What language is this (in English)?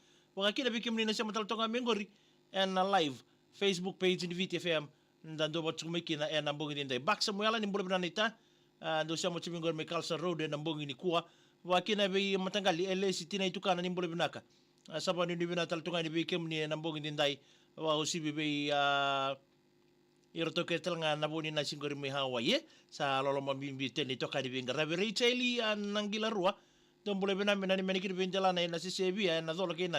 Fijian